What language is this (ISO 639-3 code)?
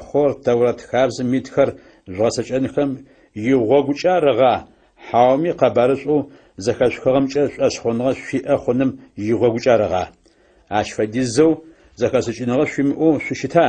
ady